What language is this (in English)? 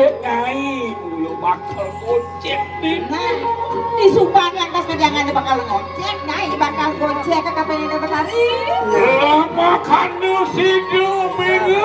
Balinese